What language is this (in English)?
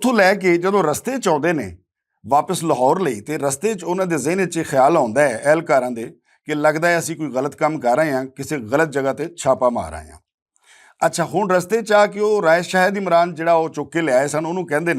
Western Panjabi